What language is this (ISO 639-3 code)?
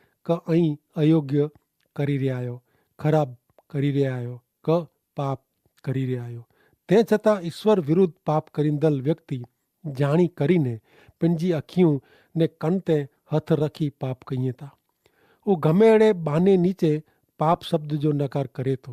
kfr